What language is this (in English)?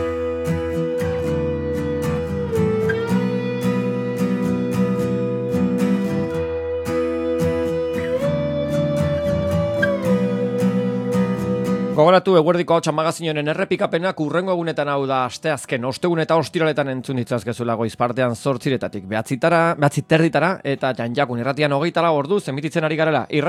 Basque